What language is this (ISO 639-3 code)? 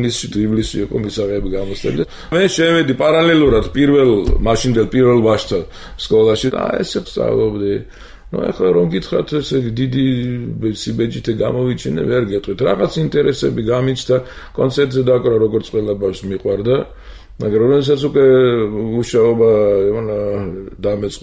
kat